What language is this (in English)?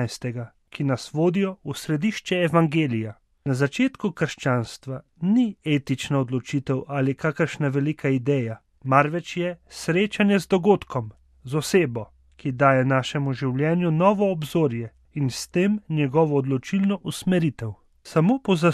Slovenian